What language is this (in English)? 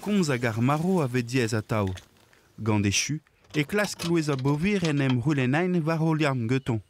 Breton